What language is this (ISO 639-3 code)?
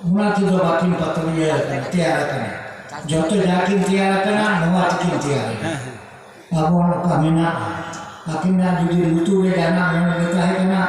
sat